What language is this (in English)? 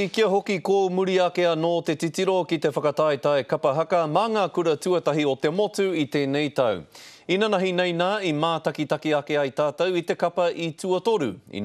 Māori